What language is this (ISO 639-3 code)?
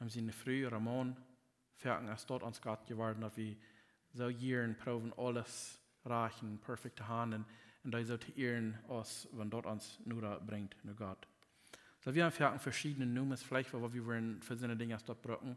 pdt